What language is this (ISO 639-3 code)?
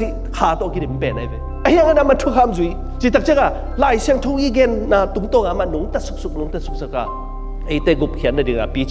ctd